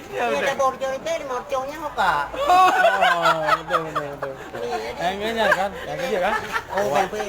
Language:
Achinese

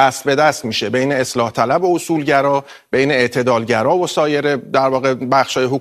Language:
Persian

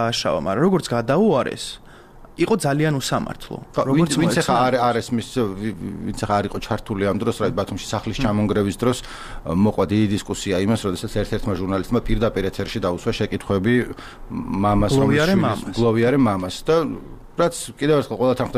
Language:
Georgian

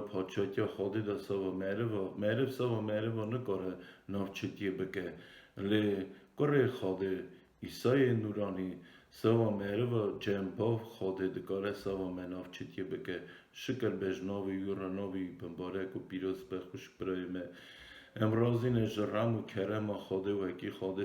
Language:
Kurdish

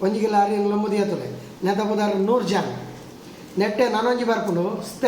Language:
Tulu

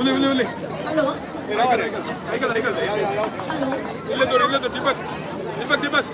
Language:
Konkani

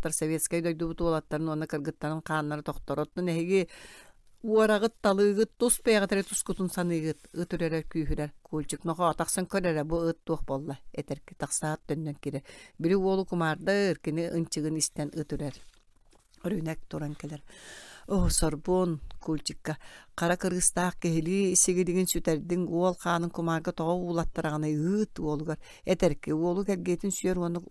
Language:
Yakut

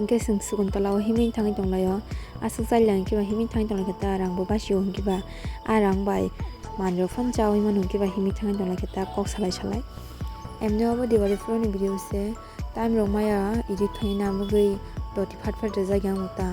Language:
Kok Borok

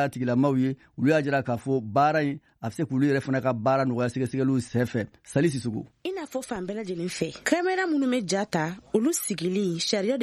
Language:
Bambara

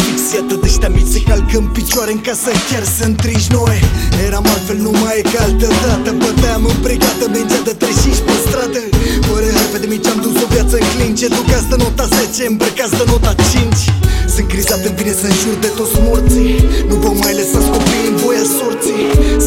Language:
Romanian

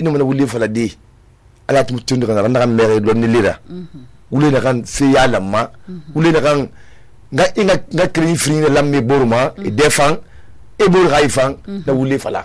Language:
Susu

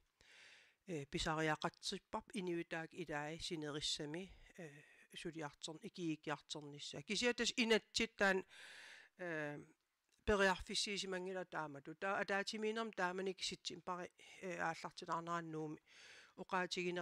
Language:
Kalaallisut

